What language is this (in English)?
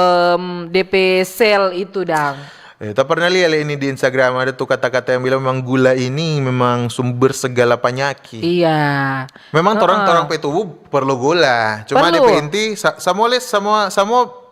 Manado Malay